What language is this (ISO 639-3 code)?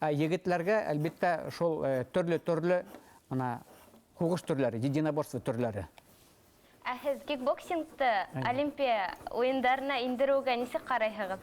bak